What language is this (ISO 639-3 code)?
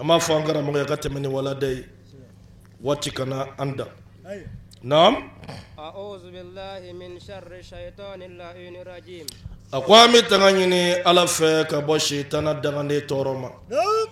bam